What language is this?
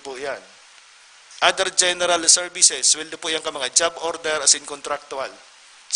Bikol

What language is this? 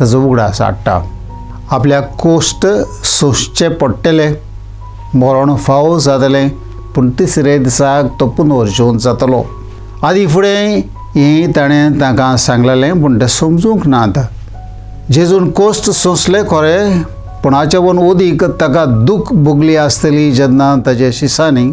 Konkani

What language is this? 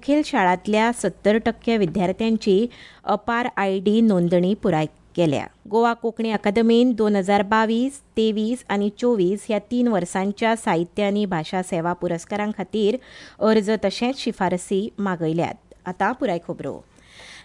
Konkani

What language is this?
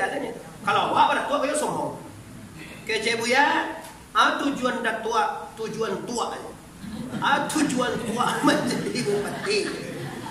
Minangkabau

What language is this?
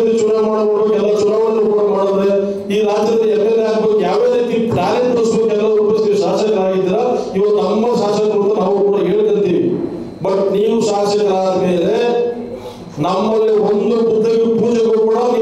Kannada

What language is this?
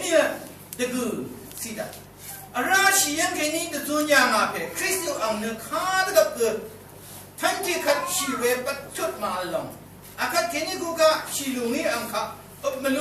Rawang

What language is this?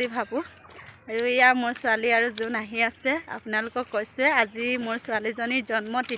Assamese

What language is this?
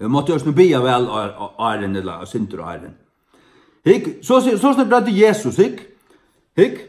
Faroese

